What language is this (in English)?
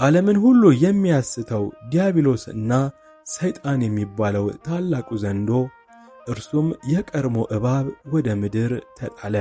Amharic